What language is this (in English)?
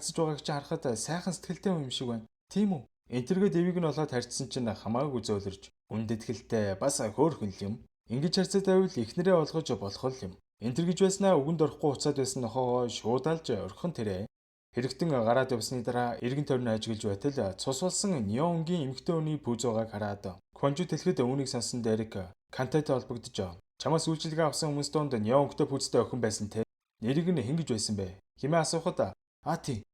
Mongolian